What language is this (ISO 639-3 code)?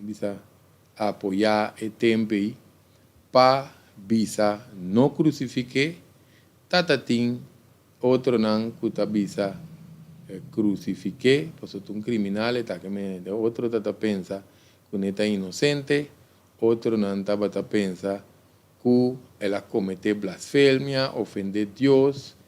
pap